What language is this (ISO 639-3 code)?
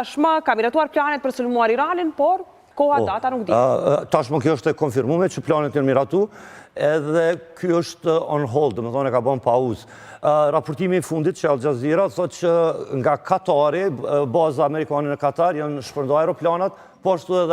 sqi